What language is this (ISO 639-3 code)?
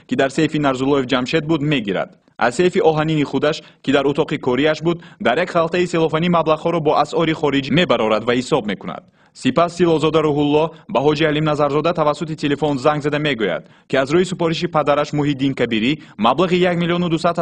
tgk